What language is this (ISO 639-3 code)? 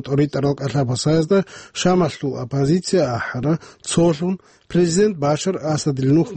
ava